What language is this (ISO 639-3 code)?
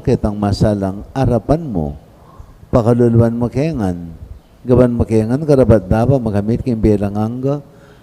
pam